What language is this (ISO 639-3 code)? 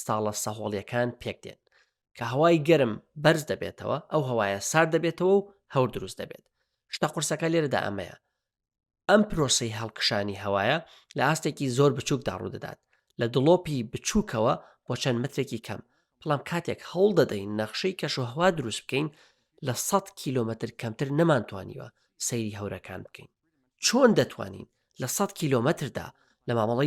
ckb